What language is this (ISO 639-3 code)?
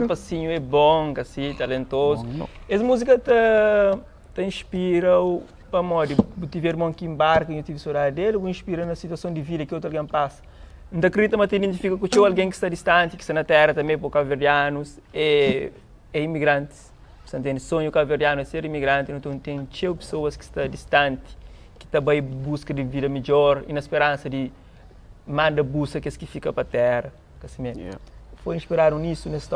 kea